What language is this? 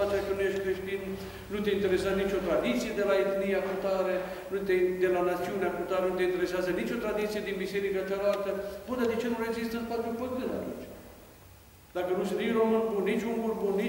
Romanian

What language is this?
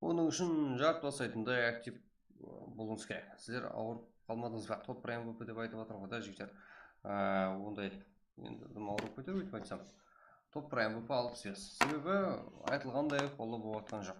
Kara-Kalpak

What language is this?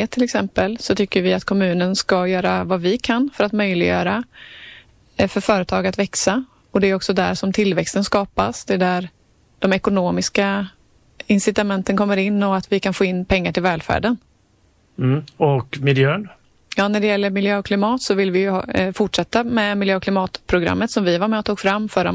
Swedish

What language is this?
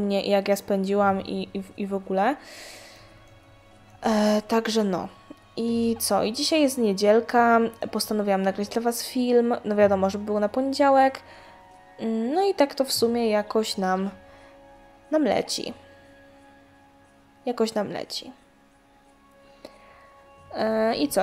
Polish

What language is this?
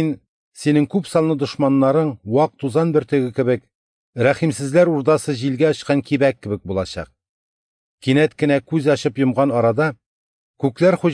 Tatar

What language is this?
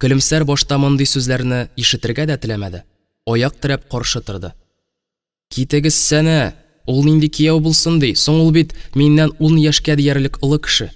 Tatar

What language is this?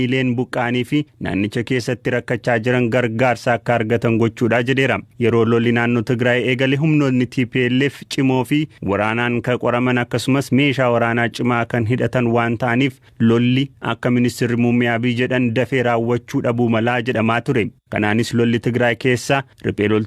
Oromo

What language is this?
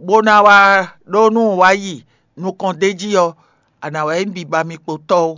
Fon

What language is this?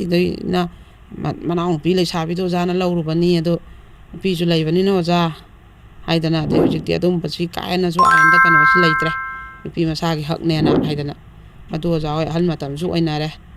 Manipuri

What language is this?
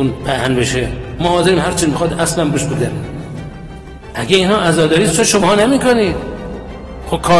Persian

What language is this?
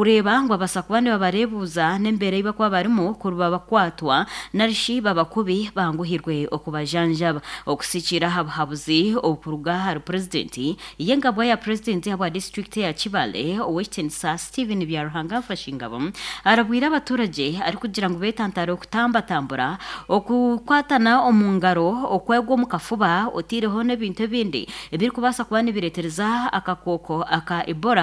Nyankole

